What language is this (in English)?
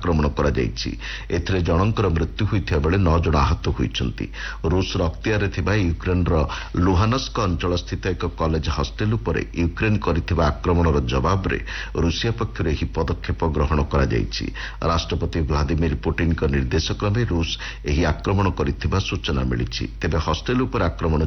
Odia